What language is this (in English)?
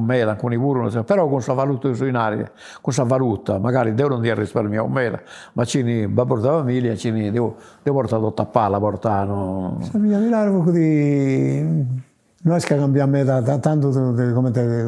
Sardinian